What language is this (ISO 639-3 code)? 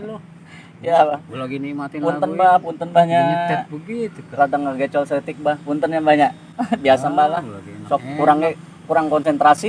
bew